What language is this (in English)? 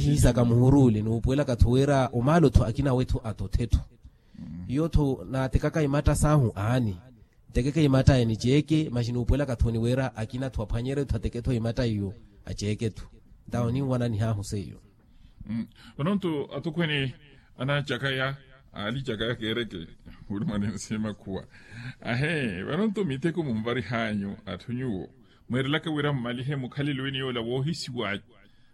Makhuwa